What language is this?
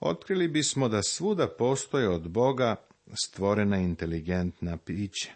Serbian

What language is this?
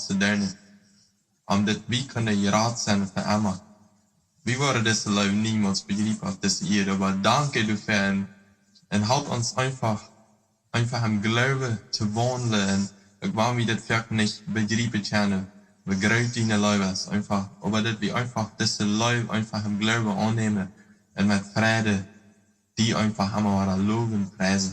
Plautdietsch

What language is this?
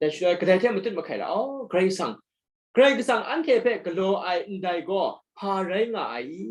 Kachin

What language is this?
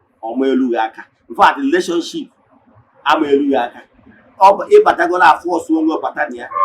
Igbo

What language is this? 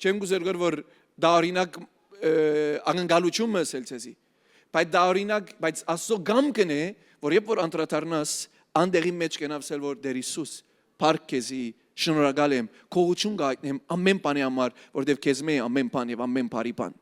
Western Armenian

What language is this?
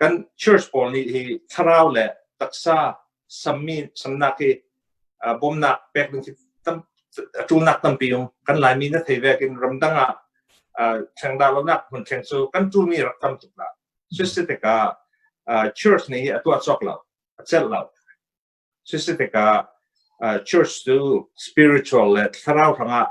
Hakha Chin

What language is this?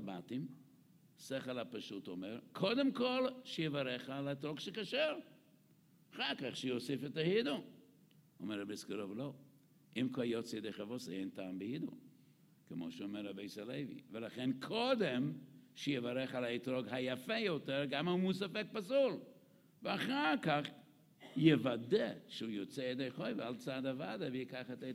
Hebrew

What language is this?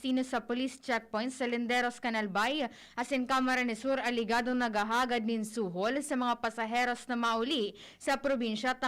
Bikol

